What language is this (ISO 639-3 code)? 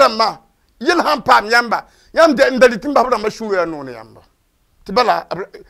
mos